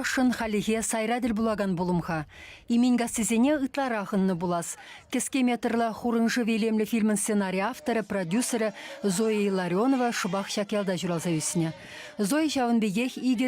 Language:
Chuvash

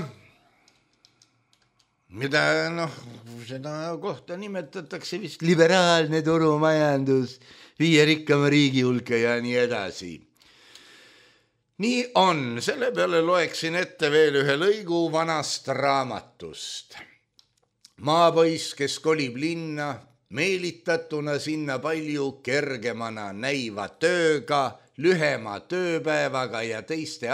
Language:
Estonian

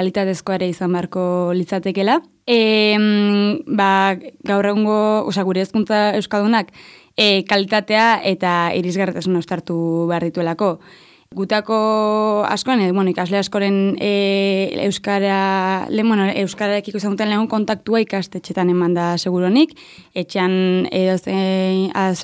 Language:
Basque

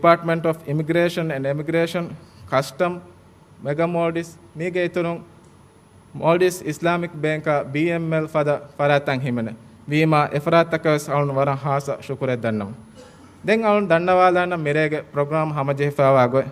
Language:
Divehi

